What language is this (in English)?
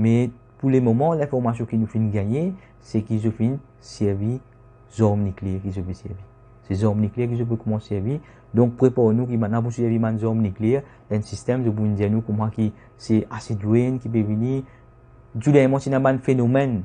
Morisyen